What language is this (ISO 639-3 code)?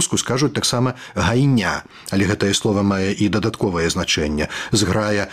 bel